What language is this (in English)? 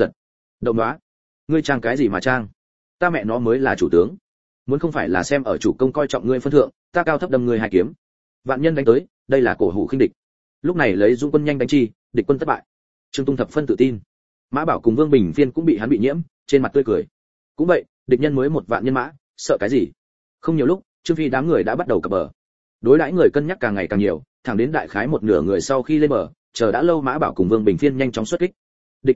Vietnamese